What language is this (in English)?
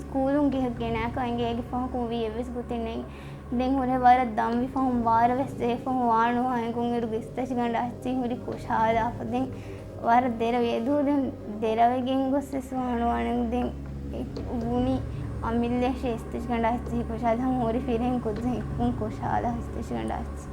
Divehi